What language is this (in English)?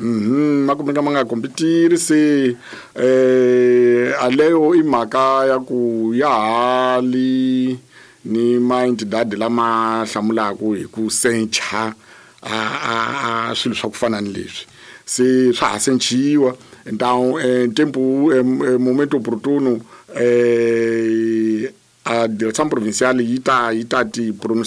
Tsonga